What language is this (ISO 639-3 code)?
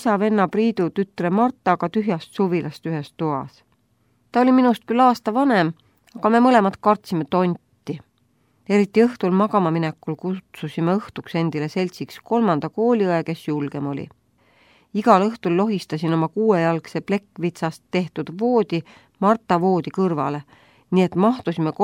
est